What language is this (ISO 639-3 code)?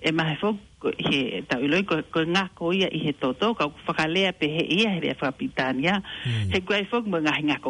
ton